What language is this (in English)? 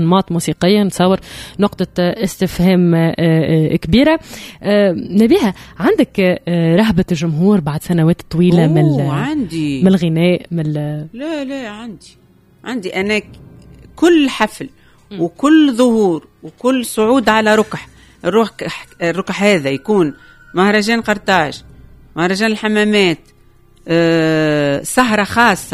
Tunisian Arabic